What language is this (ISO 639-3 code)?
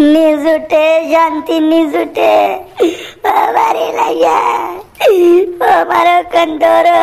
raj